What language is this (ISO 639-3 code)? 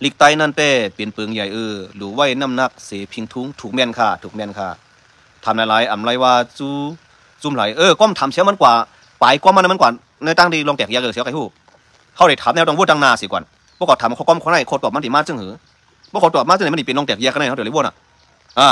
shn